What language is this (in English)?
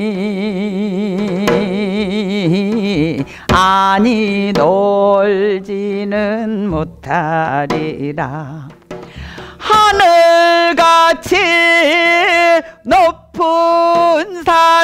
Korean